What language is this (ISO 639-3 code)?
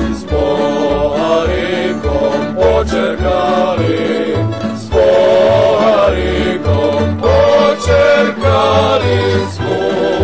rue